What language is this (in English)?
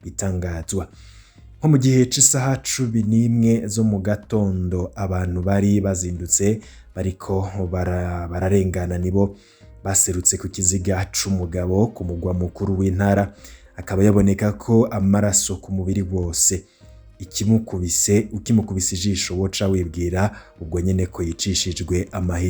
Rundi